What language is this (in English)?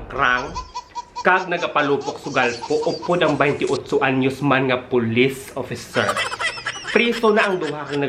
Hiligaynon